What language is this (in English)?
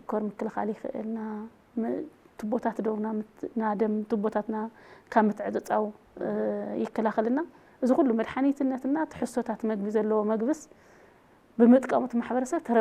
Tigrinya